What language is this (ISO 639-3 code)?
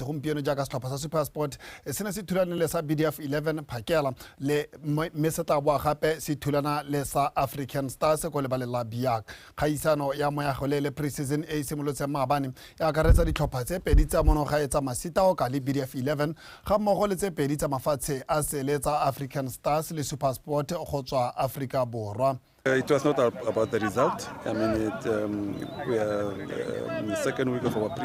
tsn